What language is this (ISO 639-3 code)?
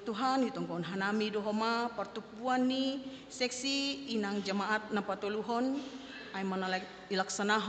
bts